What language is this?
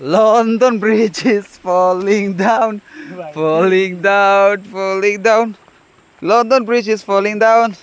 Karbi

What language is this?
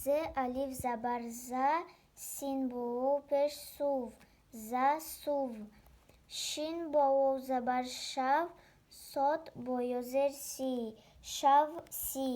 Tajik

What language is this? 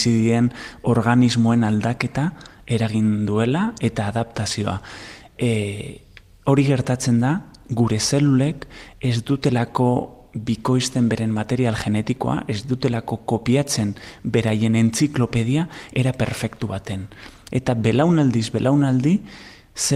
Basque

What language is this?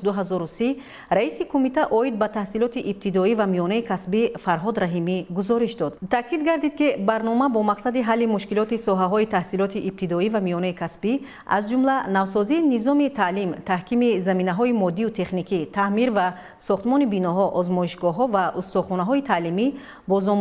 Tajik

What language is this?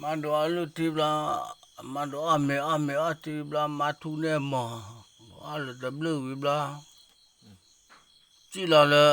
S'gaw Karen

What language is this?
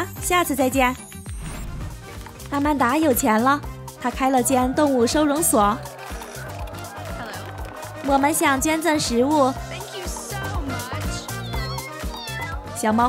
Chinese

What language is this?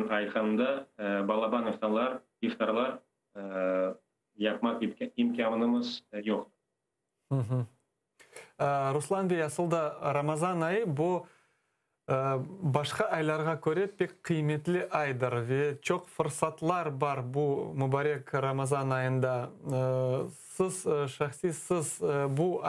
Crimean Tatar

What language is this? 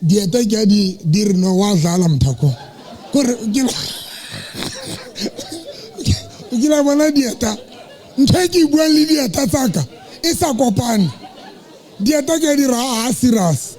Southern Sotho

